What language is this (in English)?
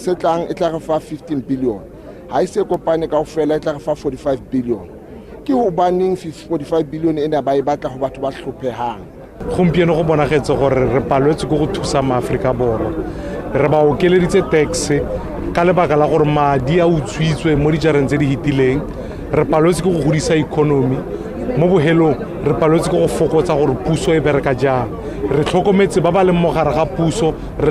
Northern Sotho